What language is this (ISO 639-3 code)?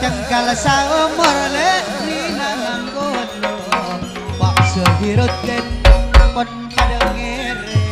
mad